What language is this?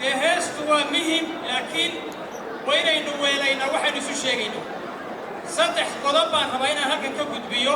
Somali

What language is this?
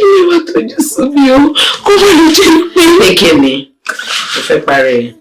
Yoruba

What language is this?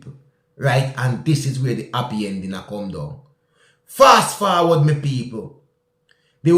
Jamaican Creole English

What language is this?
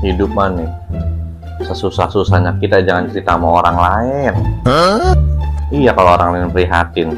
Betawi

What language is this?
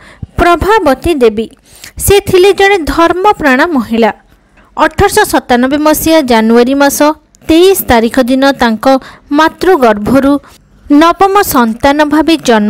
Odia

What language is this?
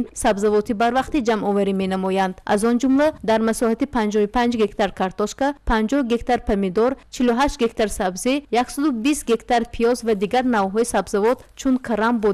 Tajik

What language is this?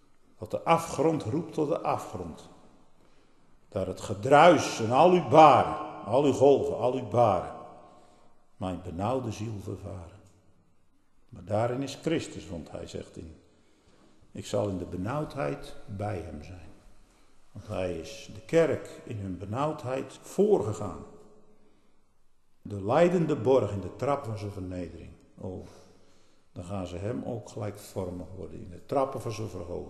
Dutch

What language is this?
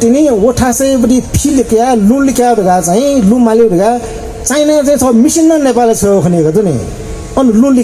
Newari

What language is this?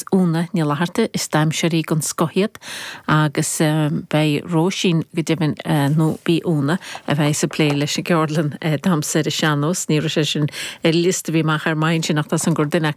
Irish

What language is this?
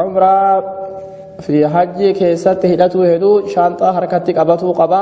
Oromo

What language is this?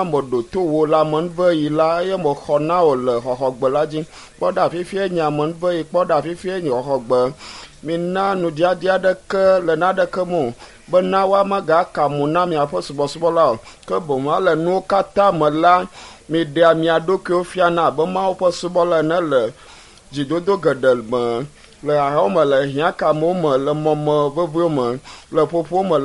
Ewe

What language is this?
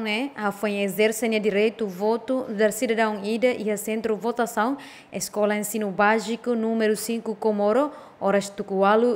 Tetum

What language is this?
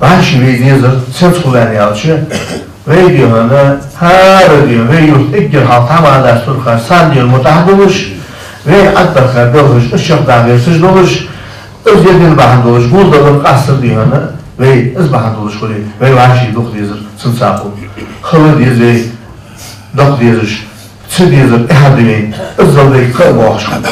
Ingush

